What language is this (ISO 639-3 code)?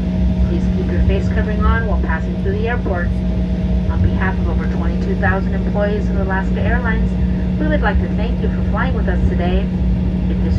eng